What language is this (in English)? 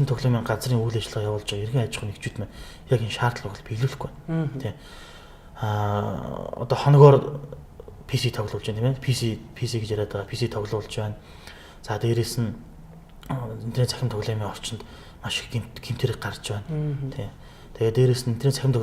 Mongolian